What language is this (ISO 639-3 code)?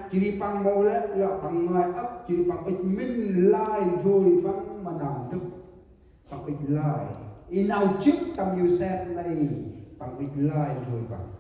cmo